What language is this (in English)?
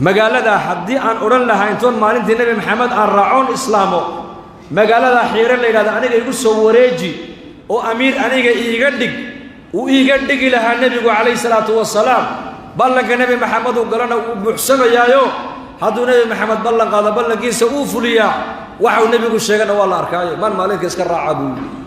Somali